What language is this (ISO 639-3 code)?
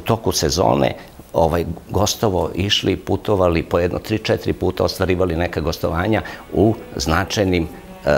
srp